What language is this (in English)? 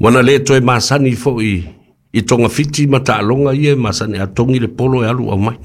Samoan